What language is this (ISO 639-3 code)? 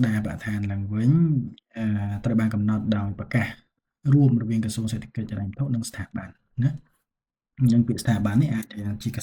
khm